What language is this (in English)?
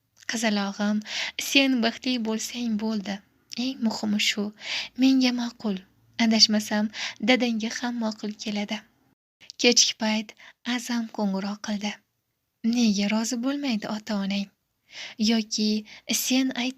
Uzbek